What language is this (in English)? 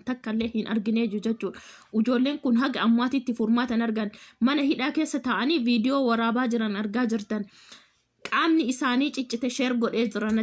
Oromo